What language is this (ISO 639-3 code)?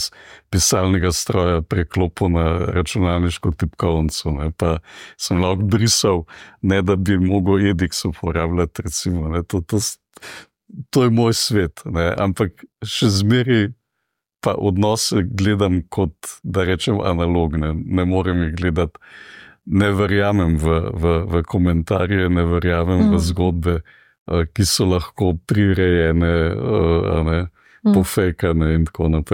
slv